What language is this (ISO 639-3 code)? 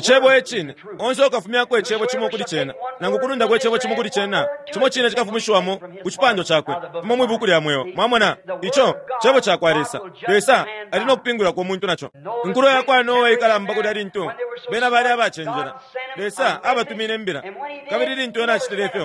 bem